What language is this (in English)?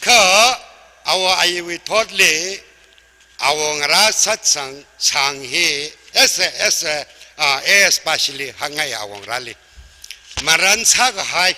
Tangkhul Naga (India)